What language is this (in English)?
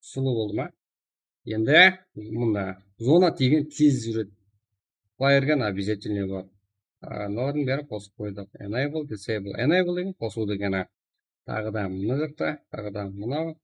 Kara-Kalpak